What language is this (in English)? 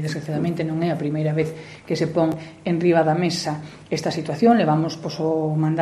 Galician